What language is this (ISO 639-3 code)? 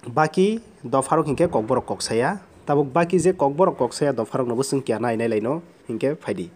trp